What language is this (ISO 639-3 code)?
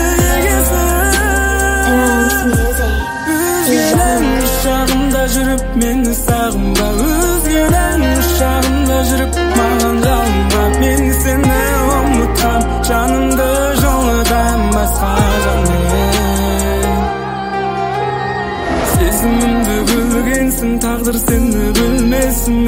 kaz